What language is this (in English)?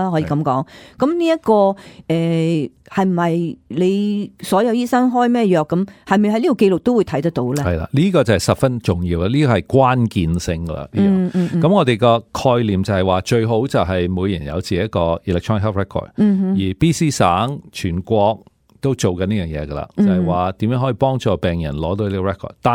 Cantonese